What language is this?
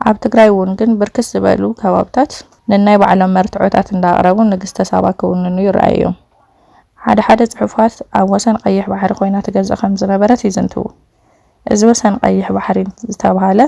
Tigrinya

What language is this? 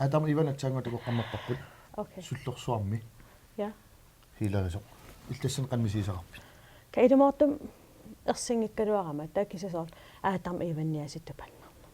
Kalaallisut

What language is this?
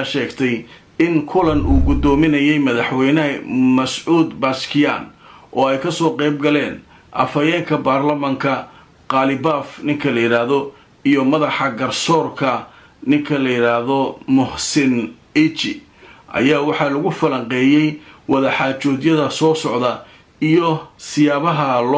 Somali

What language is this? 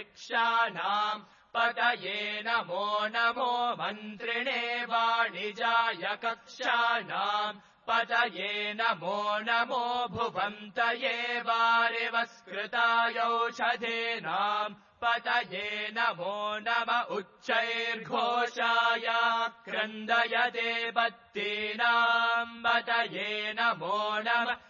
Sanskrit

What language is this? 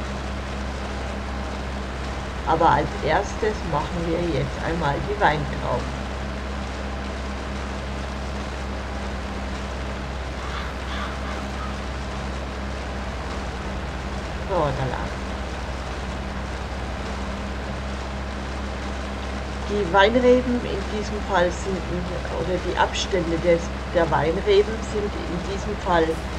German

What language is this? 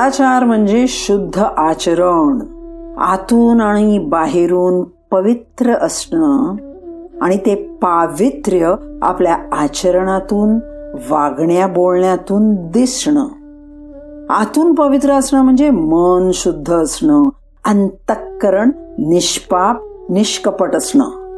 Marathi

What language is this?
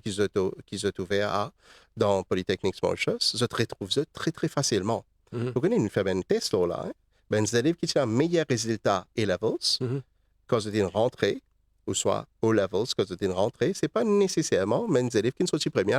Morisyen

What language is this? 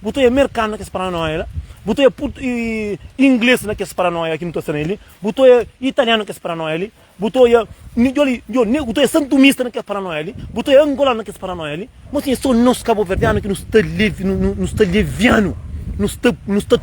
Kabuverdianu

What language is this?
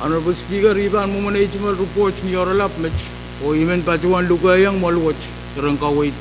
Pohnpeian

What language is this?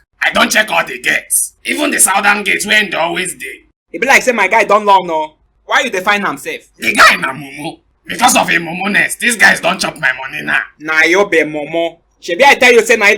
Nigerian Pidgin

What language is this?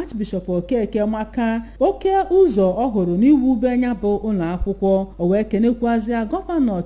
Igbo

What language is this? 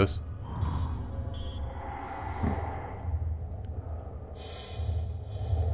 German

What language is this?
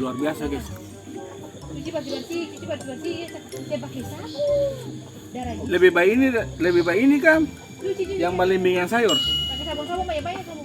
Ambonese Malay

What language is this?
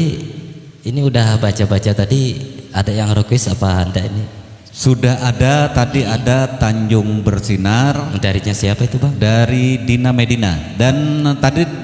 Banjar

